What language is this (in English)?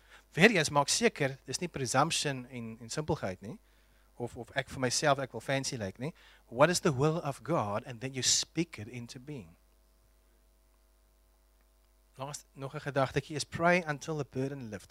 Afrikaans